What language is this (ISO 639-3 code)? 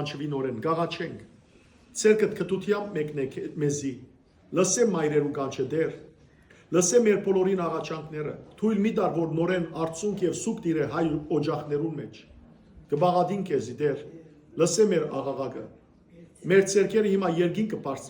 hyw